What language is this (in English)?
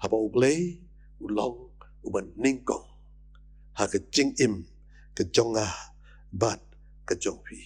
Khasi